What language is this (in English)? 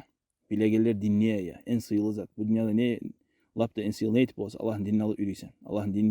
Kumyk